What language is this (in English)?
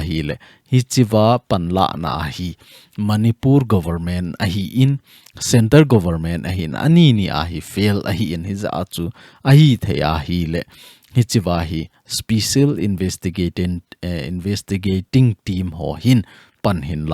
Thado Chin